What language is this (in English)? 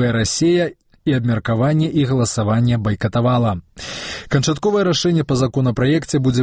Belarusian